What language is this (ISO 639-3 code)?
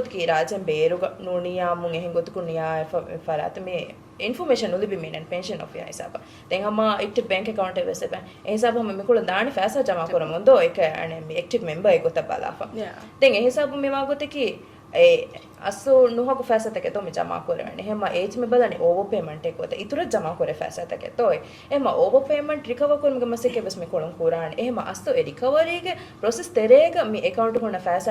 div